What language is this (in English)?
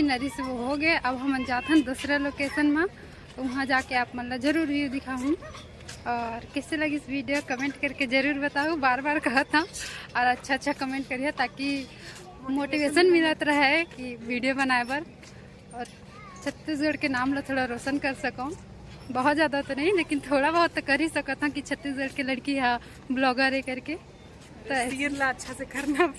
Chhattisgarhi